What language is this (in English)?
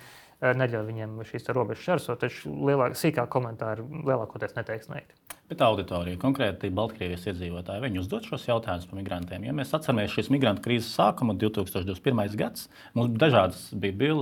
Latvian